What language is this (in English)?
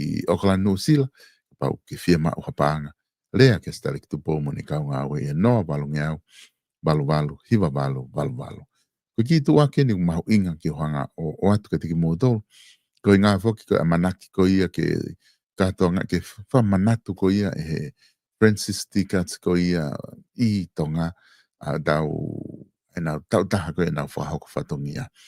Tongan